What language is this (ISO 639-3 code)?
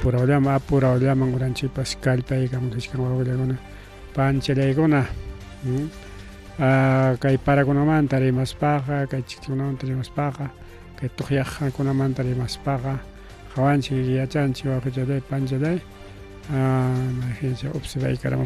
quy